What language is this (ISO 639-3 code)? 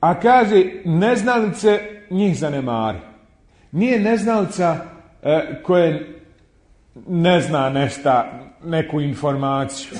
bos